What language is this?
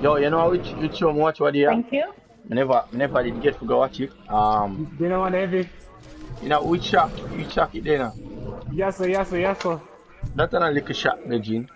Jamaican Creole English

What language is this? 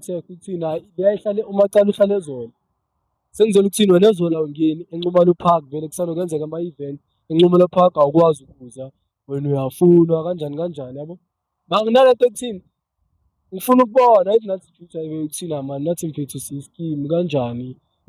Zulu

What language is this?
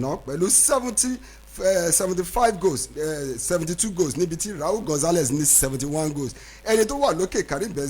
Yoruba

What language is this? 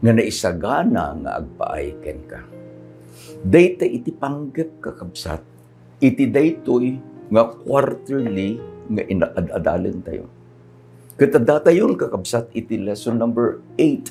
Iloko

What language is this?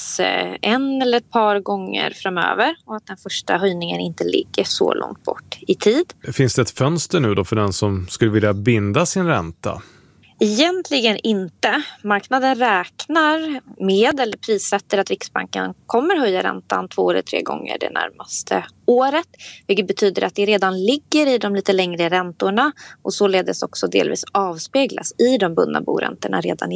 Swedish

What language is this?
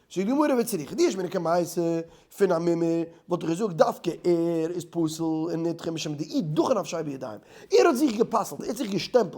Yiddish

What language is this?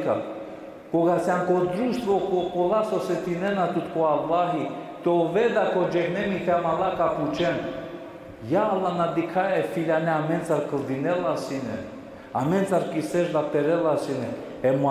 Balkan Romani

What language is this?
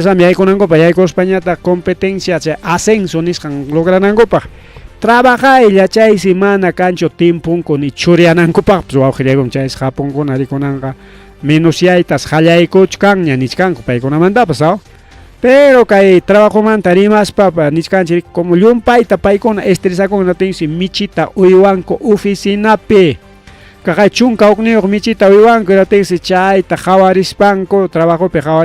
Ayacucho Quechua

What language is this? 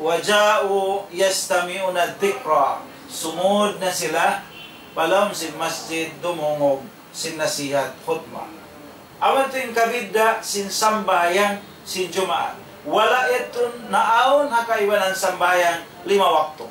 Tausug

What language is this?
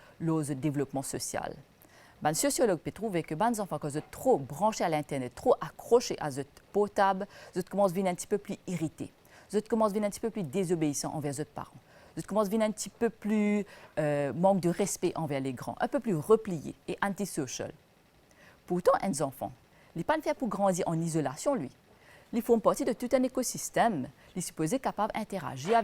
Morisyen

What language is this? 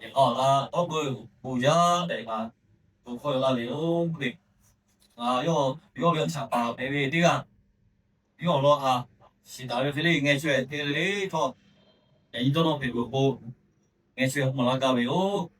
Lahu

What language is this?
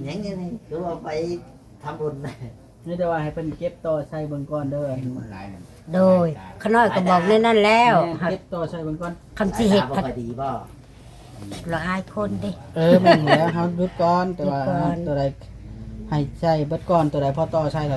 Lao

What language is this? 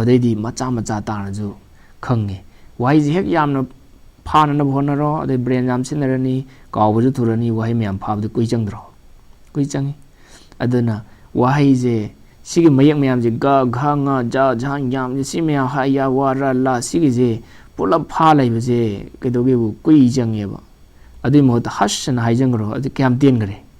Manipuri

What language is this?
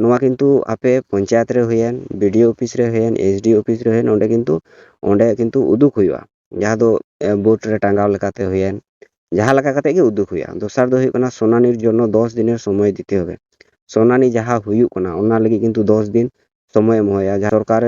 Santali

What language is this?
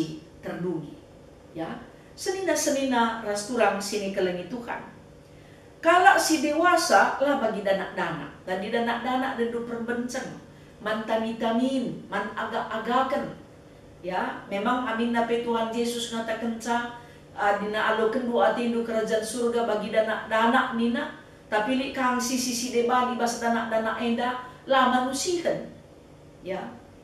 Batak Karo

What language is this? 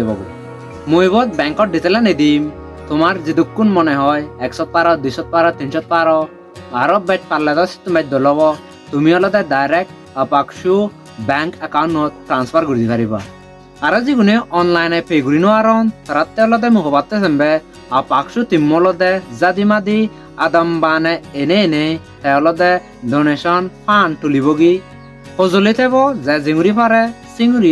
Chakma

